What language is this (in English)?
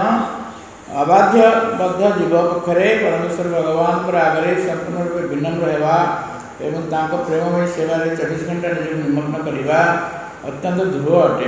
Odia